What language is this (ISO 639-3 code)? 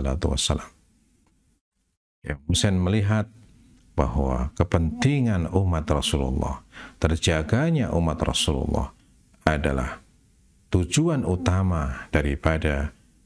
ind